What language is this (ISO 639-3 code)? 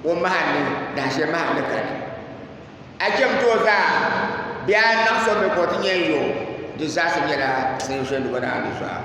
dag